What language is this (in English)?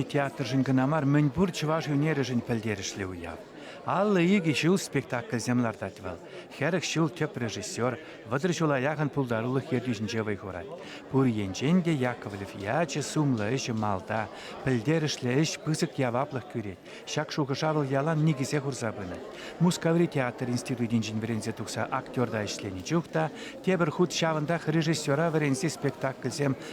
Chuvash